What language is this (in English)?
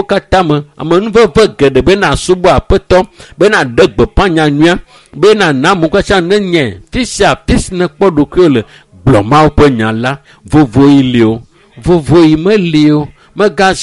Ewe